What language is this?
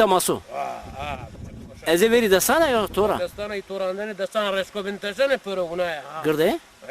Zaza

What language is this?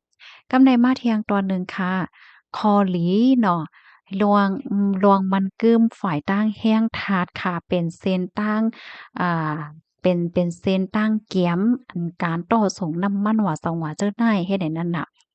Shan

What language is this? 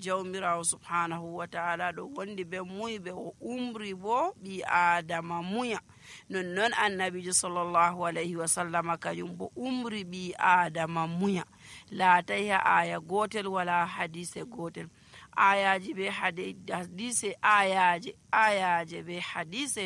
Nigerian Fulfulde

